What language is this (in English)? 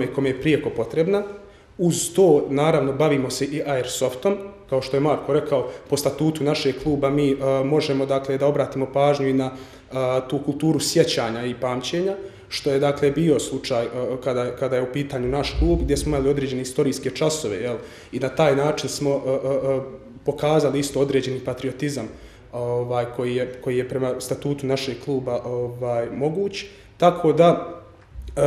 Bosnian